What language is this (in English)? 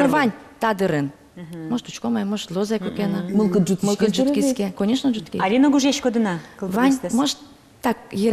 Udmurt